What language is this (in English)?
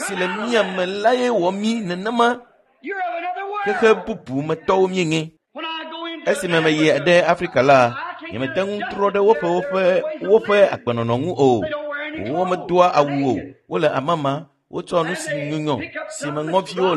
Ewe